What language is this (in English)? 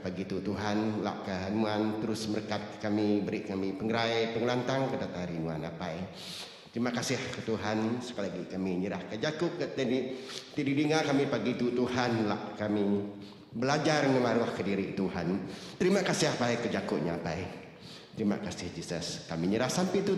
Iban